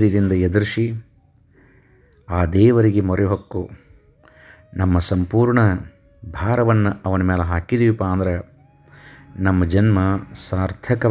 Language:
Kannada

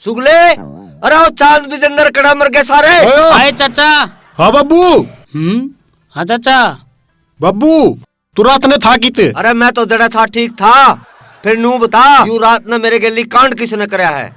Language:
Haryanvi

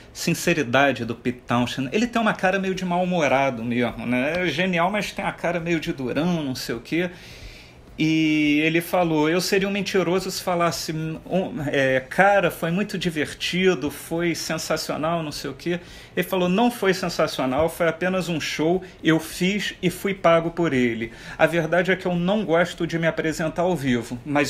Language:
Portuguese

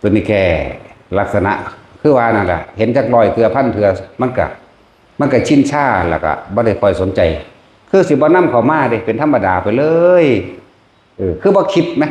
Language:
Northeastern Thai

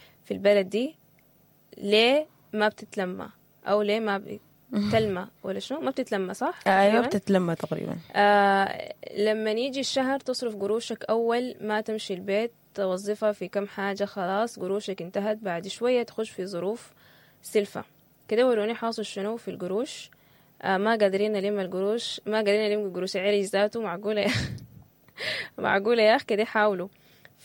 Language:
Sudanese Arabic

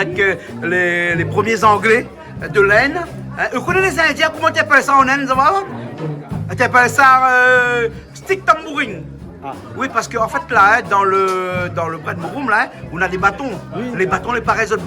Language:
Réunion Creole French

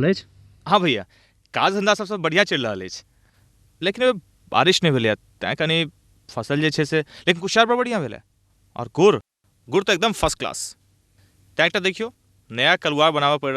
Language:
Maithili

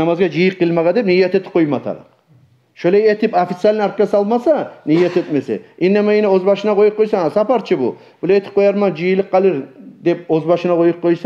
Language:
Kumyk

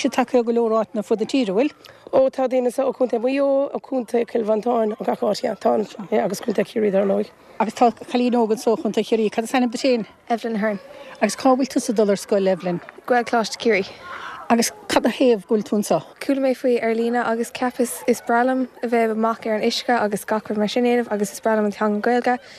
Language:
Irish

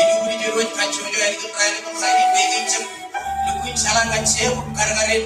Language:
Marshallese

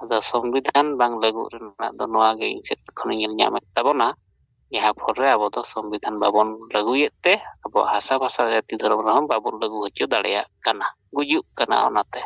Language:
Santali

